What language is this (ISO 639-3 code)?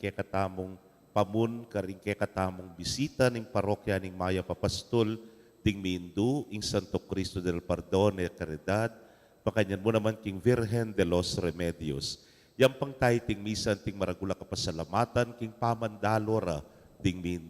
pam